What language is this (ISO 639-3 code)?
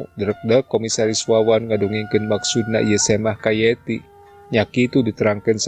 sun